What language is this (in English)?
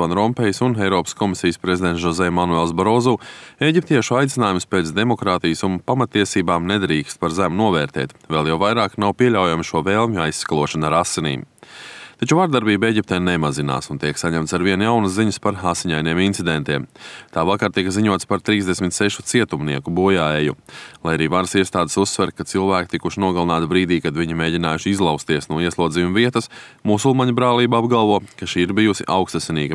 Latvian